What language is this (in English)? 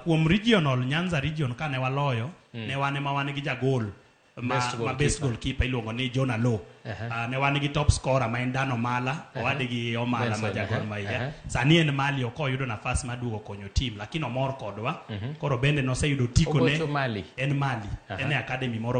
Luo (Kenya and Tanzania)